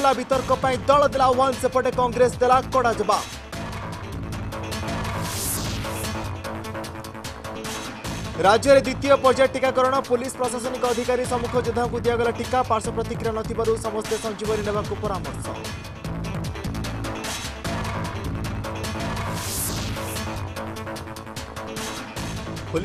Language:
Odia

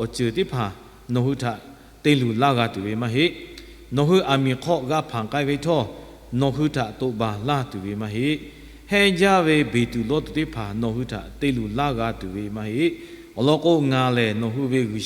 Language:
Lahu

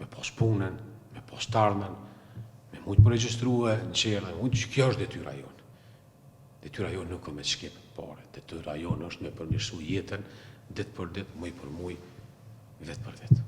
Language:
Albanian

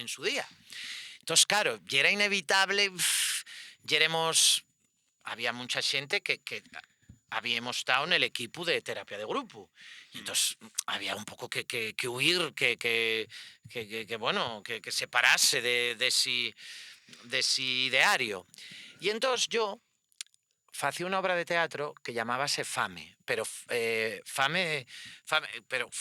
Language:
Asturian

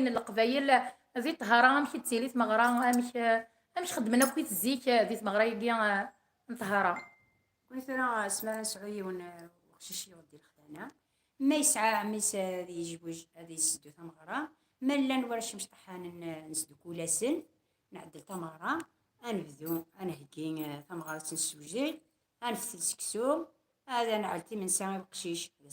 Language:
Kabyle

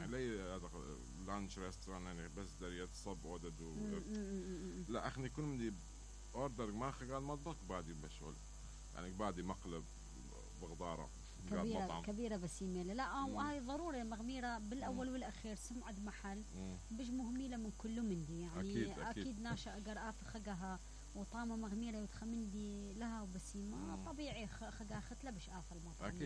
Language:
Mesopotamian Arabic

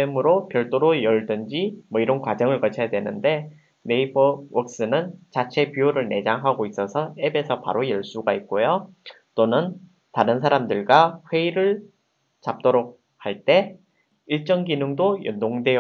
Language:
Korean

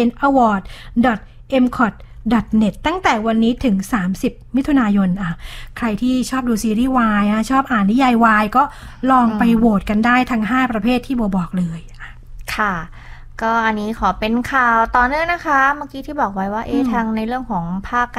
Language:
Thai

